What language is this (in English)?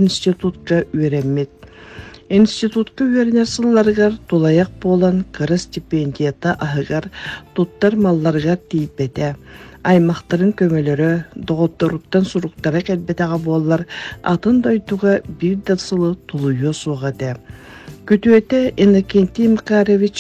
Yakut